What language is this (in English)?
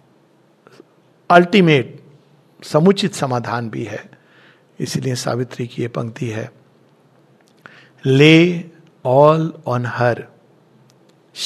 Hindi